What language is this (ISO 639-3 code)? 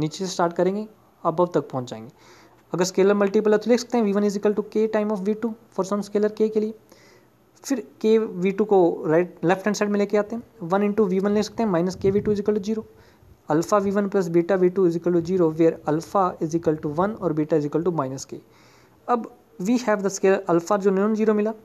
hin